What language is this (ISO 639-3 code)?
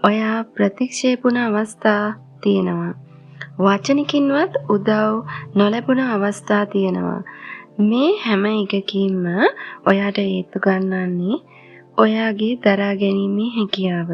sin